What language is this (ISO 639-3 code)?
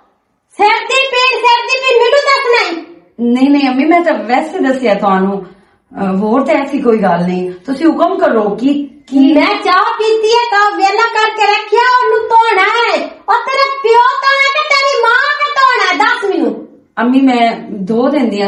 lah